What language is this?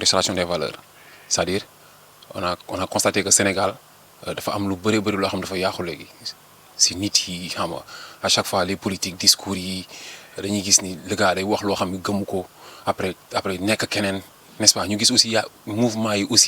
Wolof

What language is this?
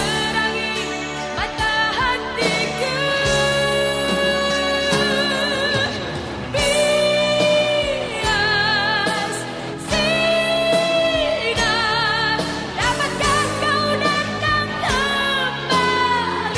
Indonesian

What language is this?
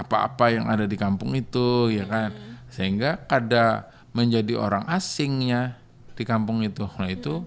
Banjar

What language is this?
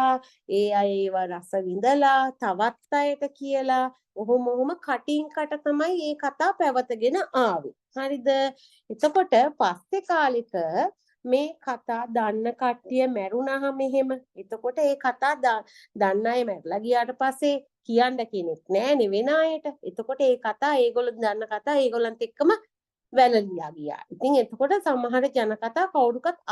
Sinhala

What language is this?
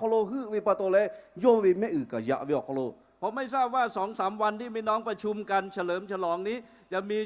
Lahu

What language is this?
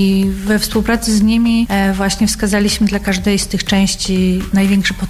Polish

